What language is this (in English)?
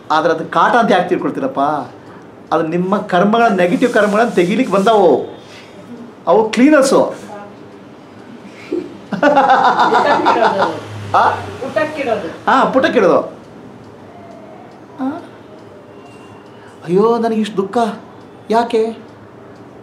Kannada